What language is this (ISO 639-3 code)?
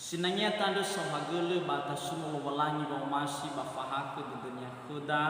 nia